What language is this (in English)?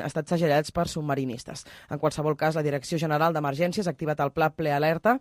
Catalan